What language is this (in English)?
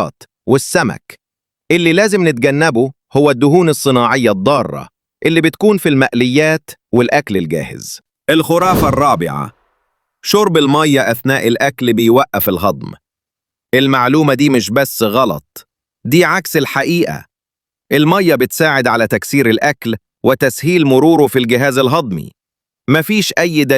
Egyptian Arabic